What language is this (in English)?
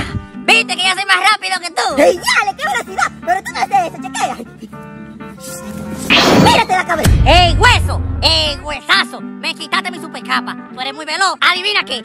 Spanish